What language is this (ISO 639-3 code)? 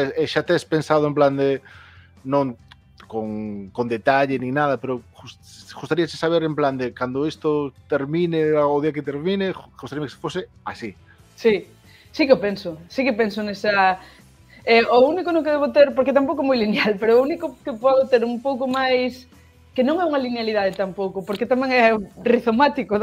glg